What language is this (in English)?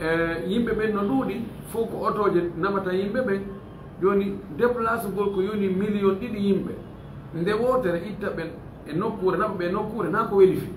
Fula